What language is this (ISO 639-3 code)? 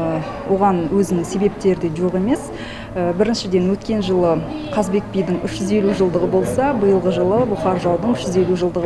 kaz